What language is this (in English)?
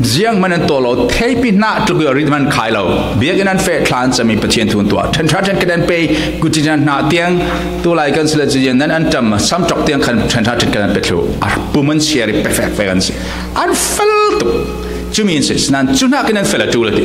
Falam Chin